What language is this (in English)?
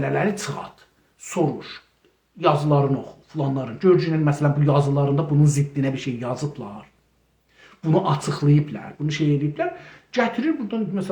South Azerbaijani